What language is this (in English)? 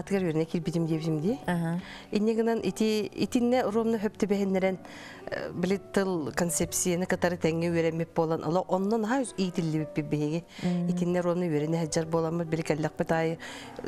Yakut